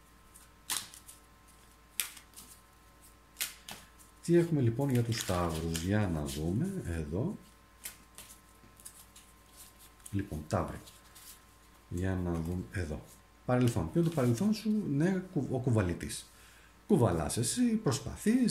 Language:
Greek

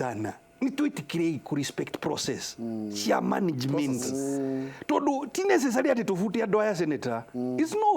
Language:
Kikuyu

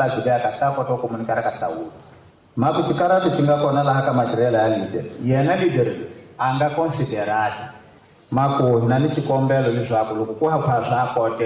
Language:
Tsonga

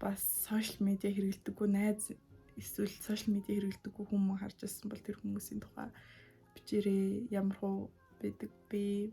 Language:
Mongolian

